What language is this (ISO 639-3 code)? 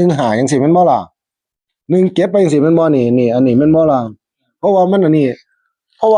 tts